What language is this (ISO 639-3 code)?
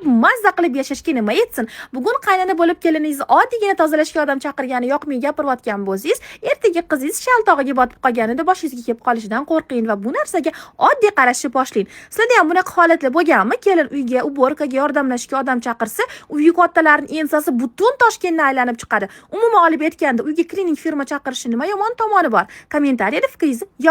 uzb